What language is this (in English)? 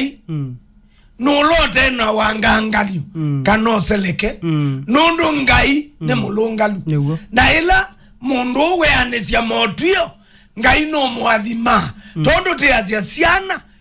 Kamba